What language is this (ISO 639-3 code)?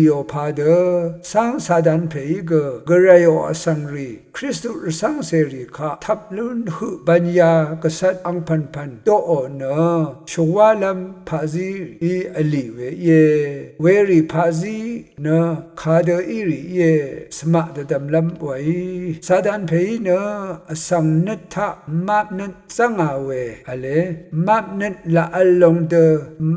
raw